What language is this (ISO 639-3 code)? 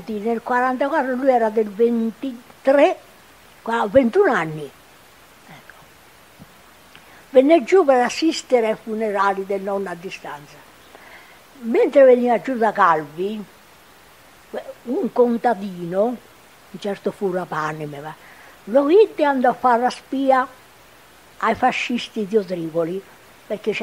ita